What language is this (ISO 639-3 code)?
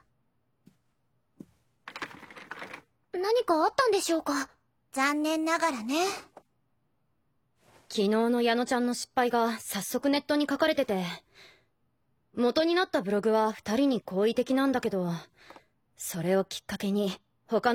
jpn